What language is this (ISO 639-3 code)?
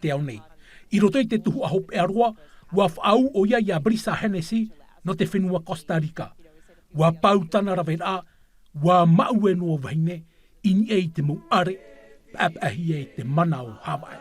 tah